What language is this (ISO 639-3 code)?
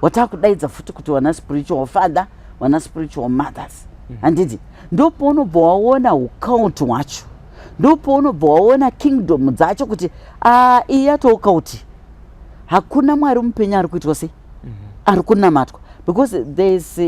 sna